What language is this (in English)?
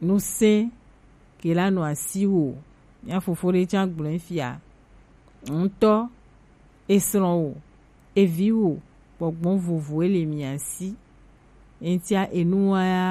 Gen